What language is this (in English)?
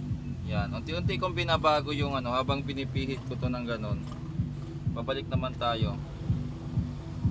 Filipino